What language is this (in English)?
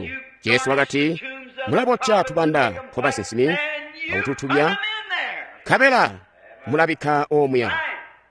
Tonga (Zambia)